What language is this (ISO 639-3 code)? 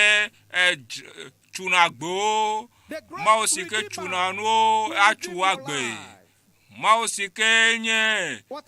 ewe